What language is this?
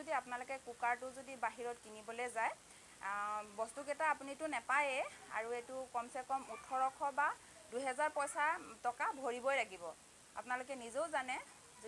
Assamese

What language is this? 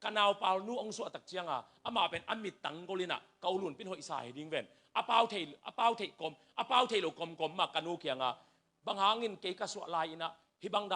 Tedim Chin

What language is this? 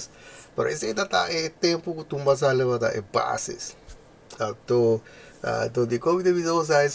Papiamento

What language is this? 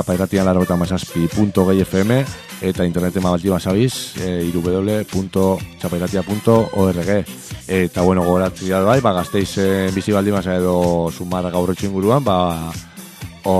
Basque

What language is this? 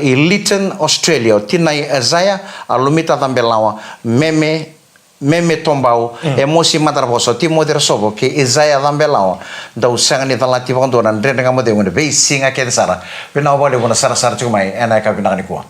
Fijian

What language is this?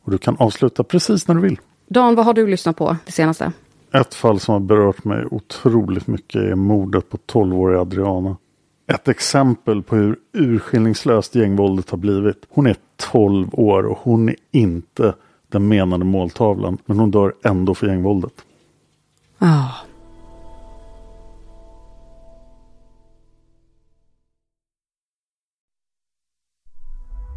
Swedish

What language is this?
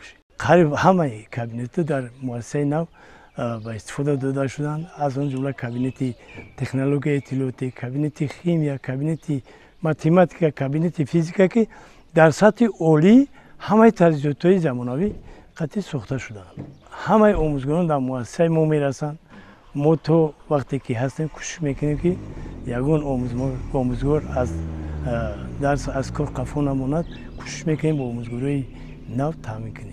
Tajik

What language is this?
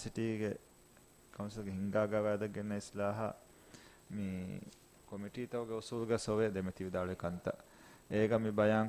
Divehi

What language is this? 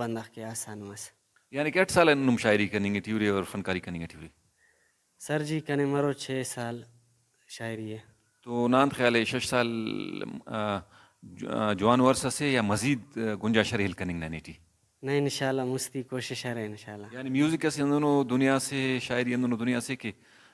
Brahui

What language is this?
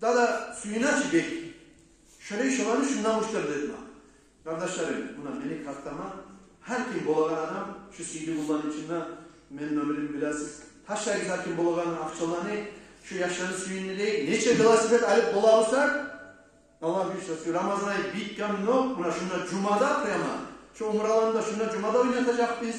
Kumyk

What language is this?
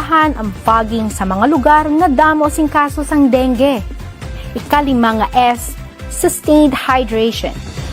Hiligaynon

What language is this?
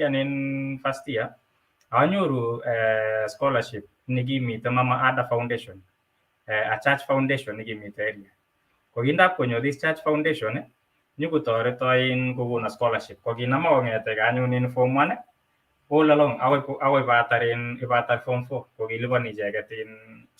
Kalenjin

